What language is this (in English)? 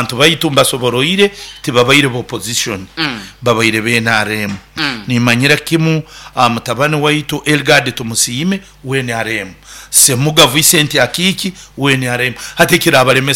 Nyoro